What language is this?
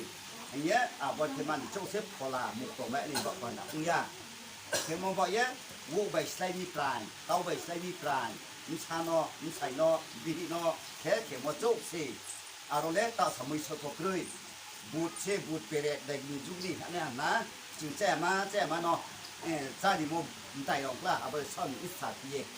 Riang (India)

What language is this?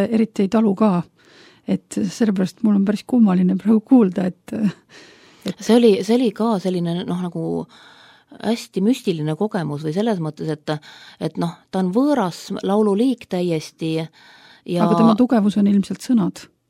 Estonian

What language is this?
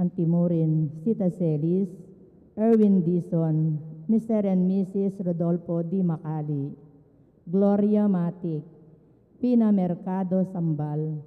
Pampanga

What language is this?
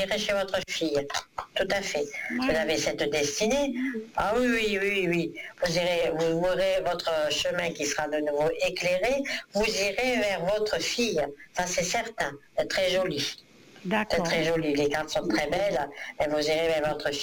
French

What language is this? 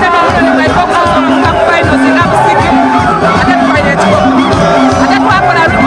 Soga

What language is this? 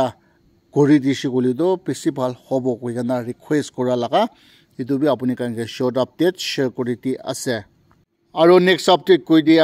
Naga Pidgin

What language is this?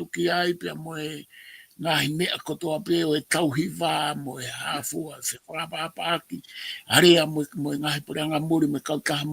Tongan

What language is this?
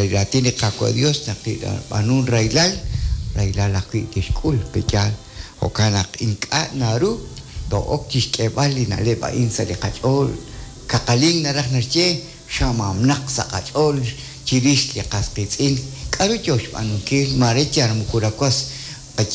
Kekchí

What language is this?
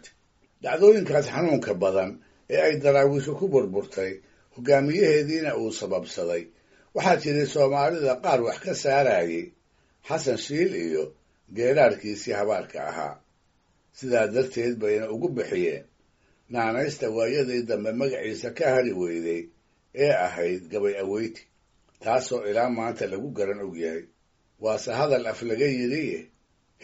Somali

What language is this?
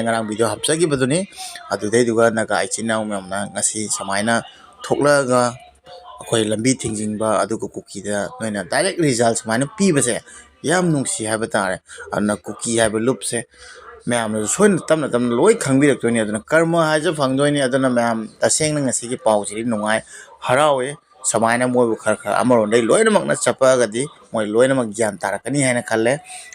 Manipuri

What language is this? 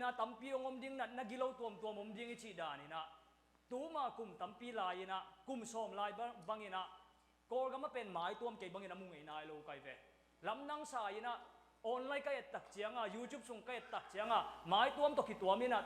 Tedim Chin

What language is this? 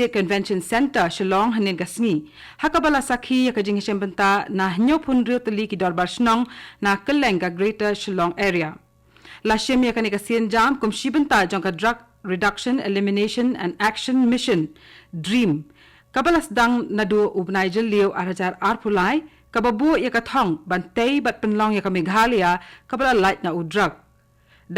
Khasi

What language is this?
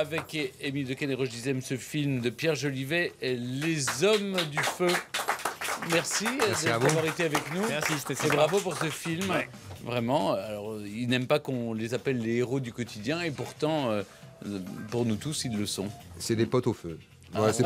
French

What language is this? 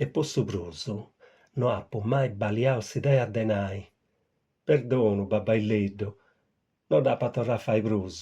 Sardinian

